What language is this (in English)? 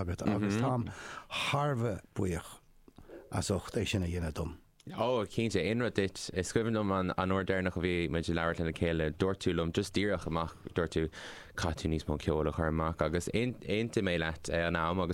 Irish